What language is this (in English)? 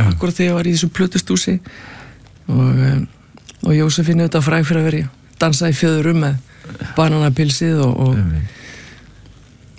Icelandic